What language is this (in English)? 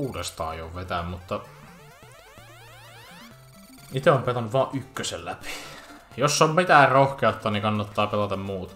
Finnish